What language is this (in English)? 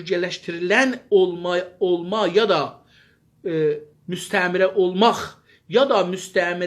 South Azerbaijani